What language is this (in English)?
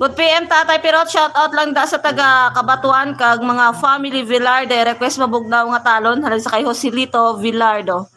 Hiligaynon